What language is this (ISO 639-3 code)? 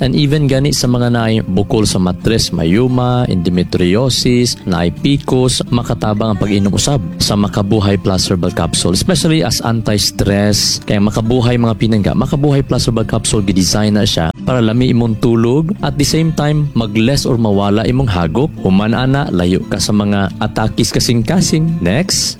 ceb